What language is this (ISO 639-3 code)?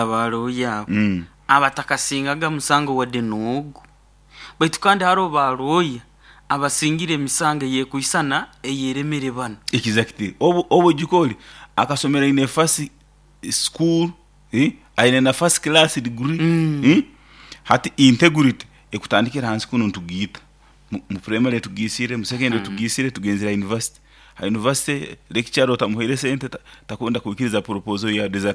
nyo